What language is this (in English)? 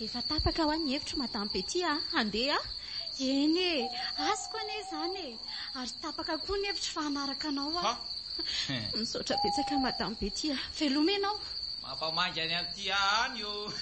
Malagasy